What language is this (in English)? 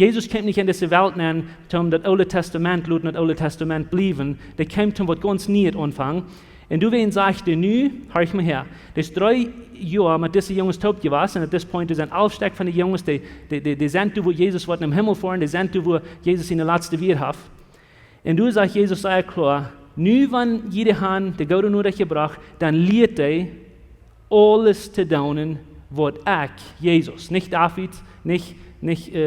Plautdietsch